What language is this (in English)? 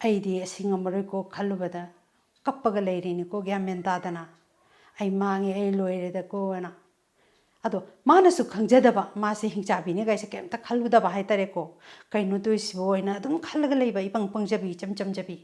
Manipuri